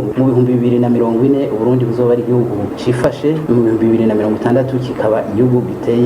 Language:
Rundi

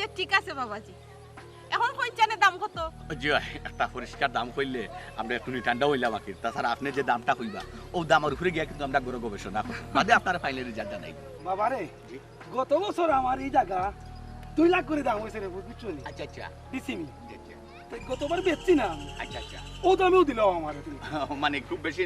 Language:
Sylheti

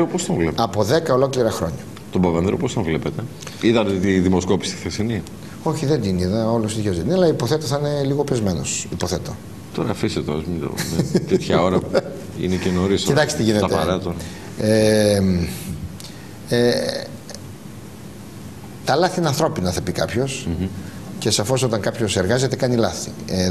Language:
Greek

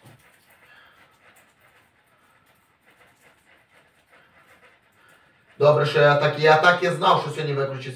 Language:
Ukrainian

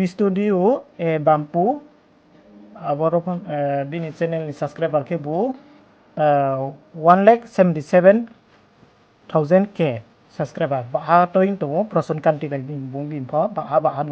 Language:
Riang (India)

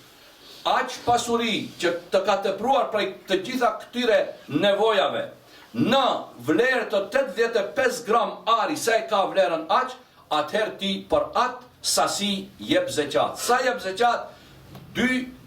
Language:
Albanian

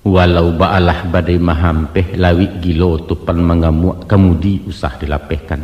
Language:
Minangkabau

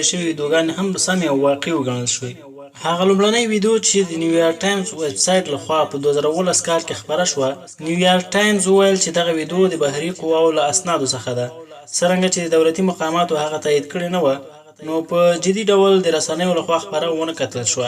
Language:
Pashto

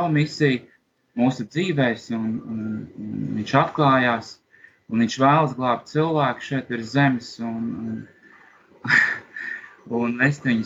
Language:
Latvian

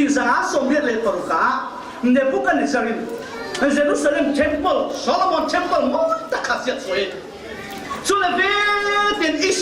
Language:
Falam Chin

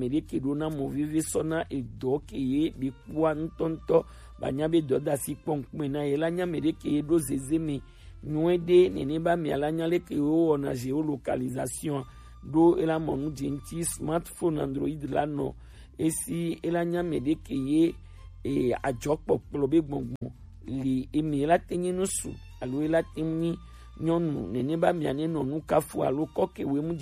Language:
Gen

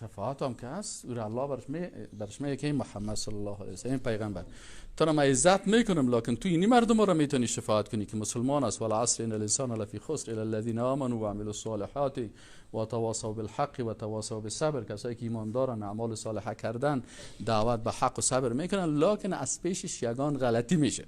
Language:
Persian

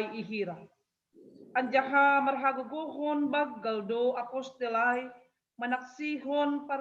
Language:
Batak Simalungun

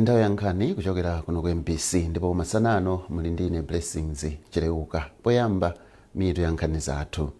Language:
Nyanja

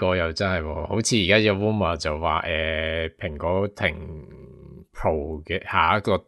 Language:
Cantonese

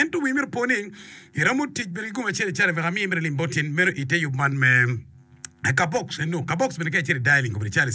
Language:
Acoli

